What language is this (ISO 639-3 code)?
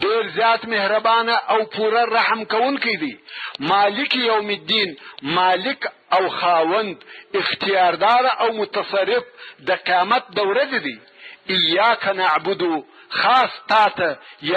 pus